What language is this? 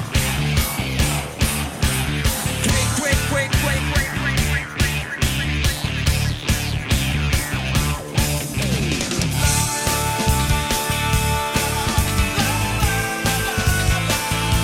Portuguese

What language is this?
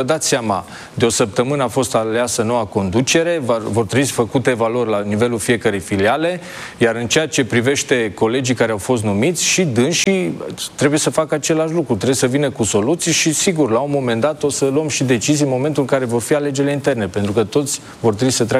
Romanian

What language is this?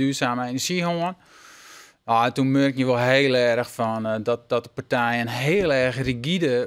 Western Frisian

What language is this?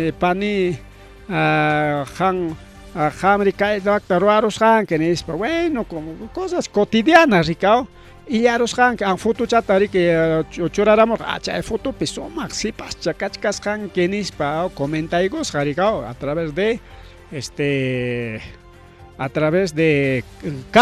Ayacucho Quechua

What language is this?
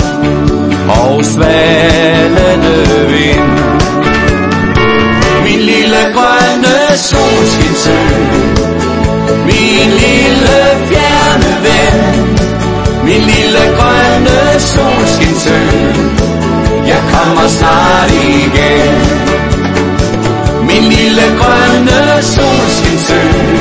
Danish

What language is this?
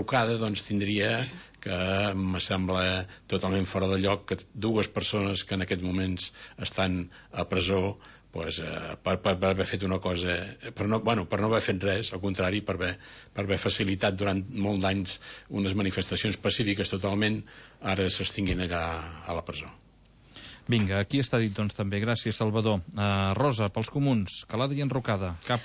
Catalan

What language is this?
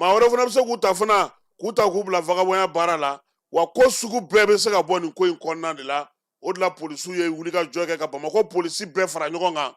Bambara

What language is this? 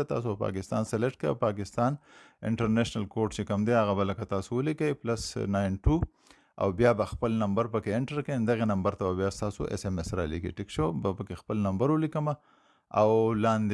Pashto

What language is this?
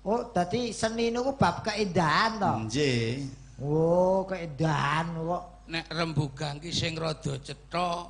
Javanese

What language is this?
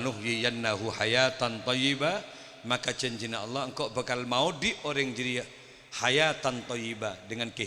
Madurese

